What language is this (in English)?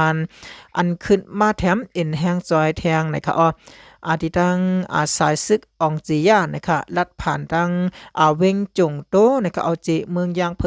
Shan